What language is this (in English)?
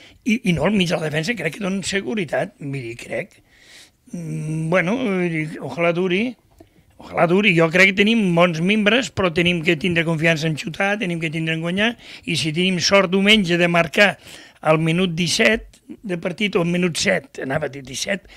Catalan